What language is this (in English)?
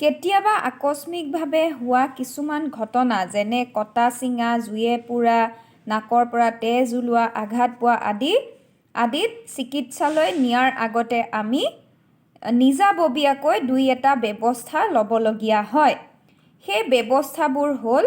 Assamese